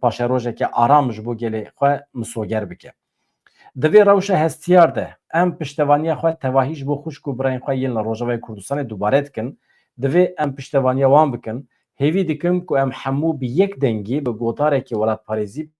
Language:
Kurdish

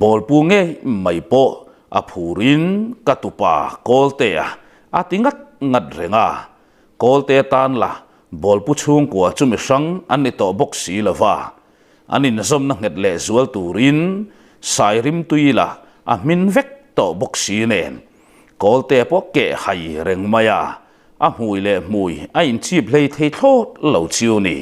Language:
Mizo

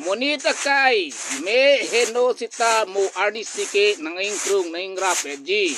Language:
Karbi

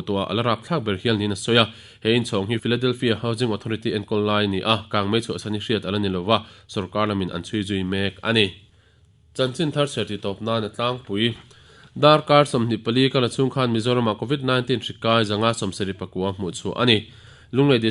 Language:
Mizo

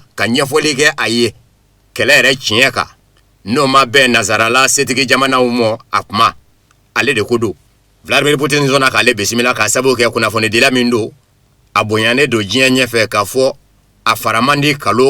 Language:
Bambara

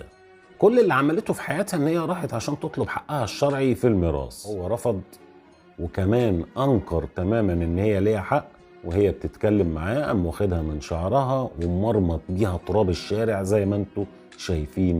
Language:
Egyptian Arabic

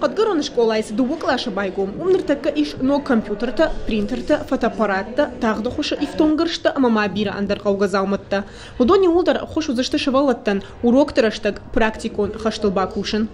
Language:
Ossetic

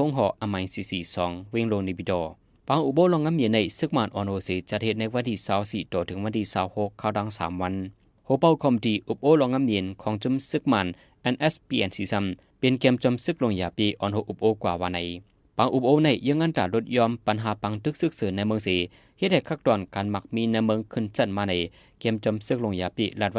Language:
Shan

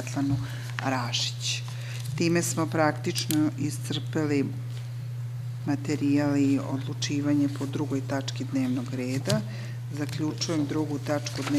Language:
Serbian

